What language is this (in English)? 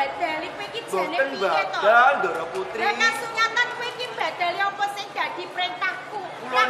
Javanese